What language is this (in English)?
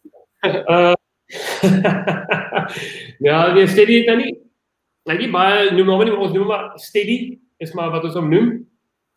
Afrikaans